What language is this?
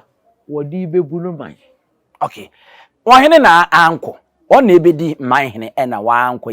Akan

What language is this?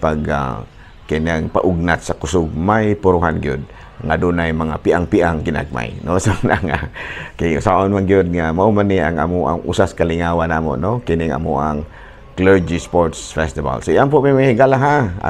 Cebuano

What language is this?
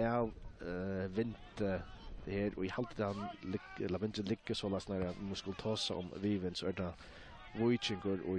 Faroese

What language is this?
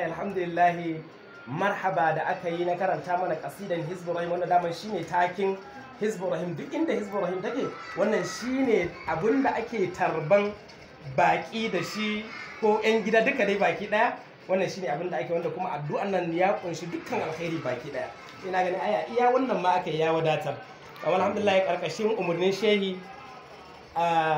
Hausa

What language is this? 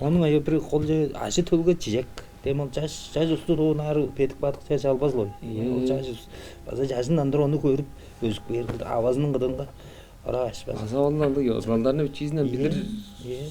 Tuvinian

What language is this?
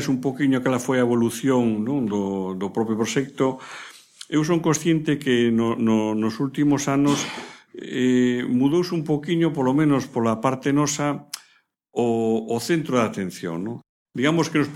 Galician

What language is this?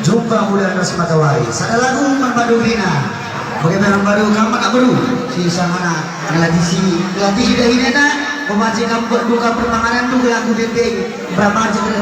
Batak Karo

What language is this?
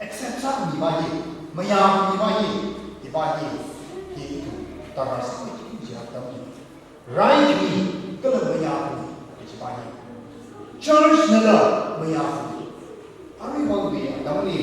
Tangkhul Naga (India)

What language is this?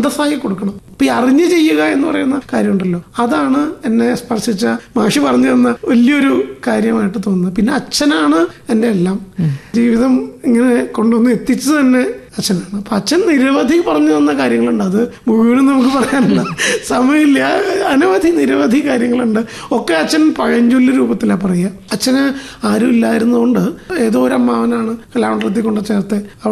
Malayalam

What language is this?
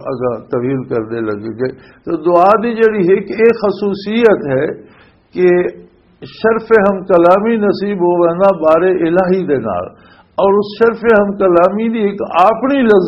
Western Panjabi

